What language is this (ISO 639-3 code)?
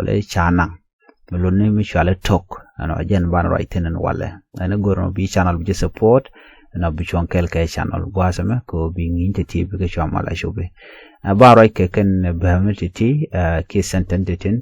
nus